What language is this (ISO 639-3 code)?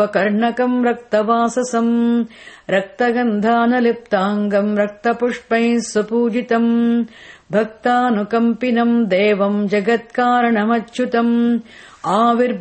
san